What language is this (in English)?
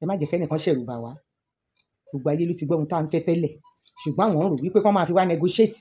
Yoruba